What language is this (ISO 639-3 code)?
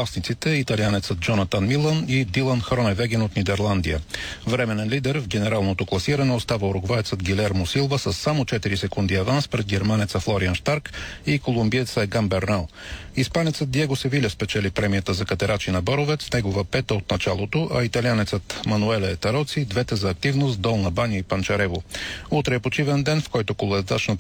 bul